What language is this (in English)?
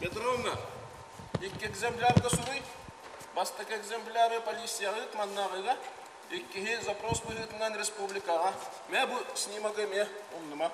Yakut